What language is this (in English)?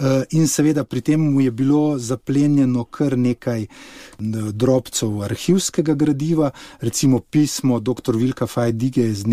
Slovenian